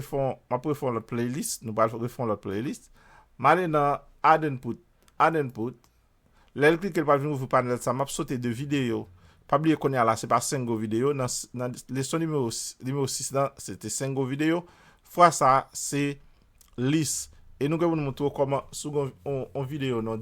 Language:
Haitian Creole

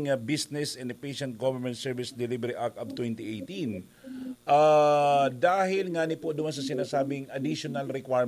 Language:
Bikol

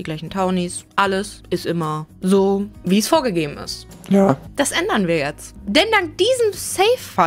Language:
German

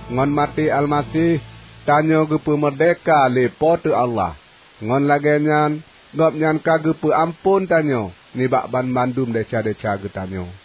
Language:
Achinese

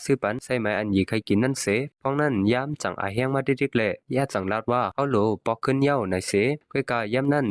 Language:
Shan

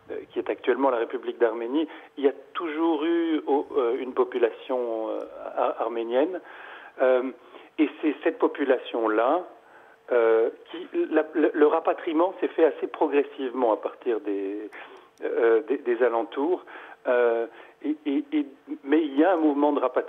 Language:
French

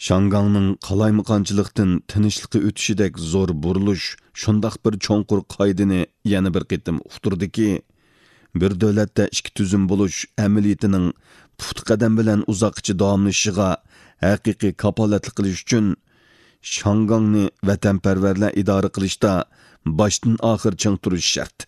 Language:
Uyghur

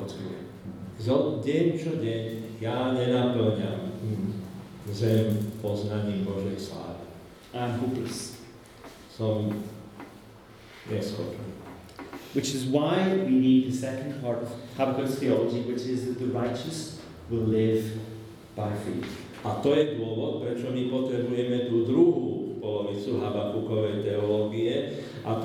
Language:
Slovak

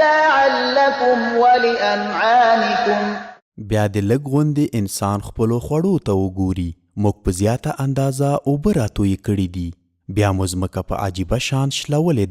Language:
Pashto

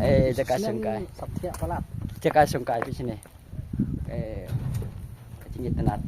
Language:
Khasi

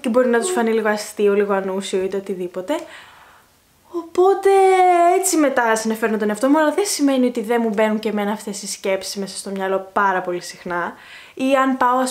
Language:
Greek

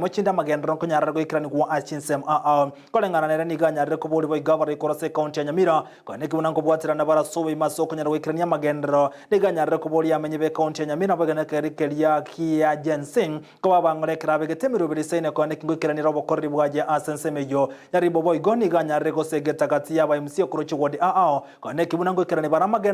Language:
Gusii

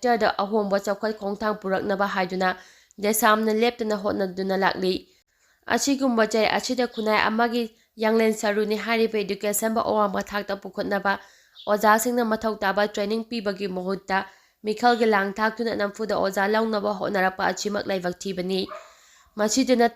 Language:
Manipuri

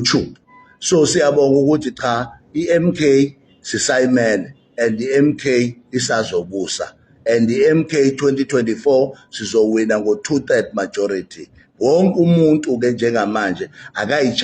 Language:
Zulu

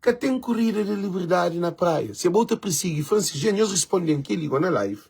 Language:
Kabuverdianu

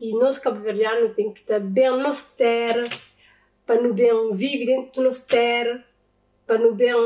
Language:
Kabuverdianu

